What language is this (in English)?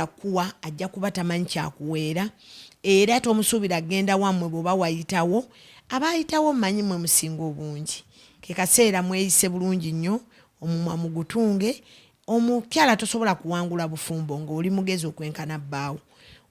Ganda